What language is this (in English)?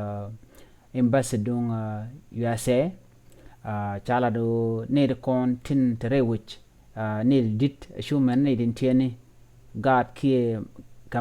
Nuer